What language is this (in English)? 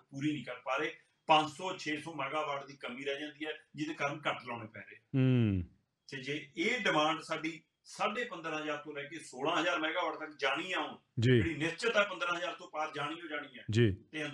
Punjabi